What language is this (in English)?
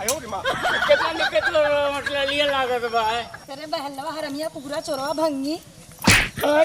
Awadhi